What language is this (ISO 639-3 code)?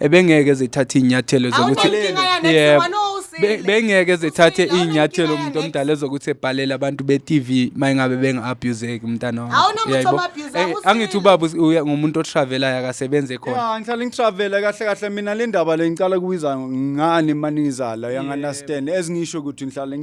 zul